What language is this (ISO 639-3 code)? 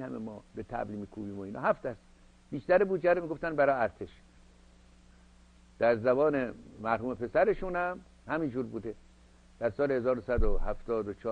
fas